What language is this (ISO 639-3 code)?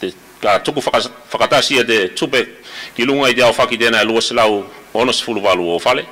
tvl